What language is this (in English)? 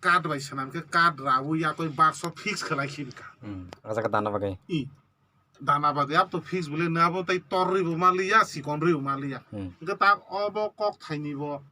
Kok Borok